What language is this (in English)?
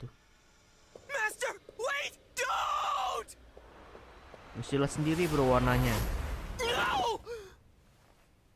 Indonesian